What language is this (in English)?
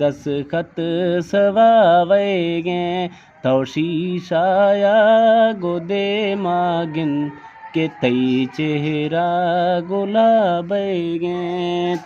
Eastern Balochi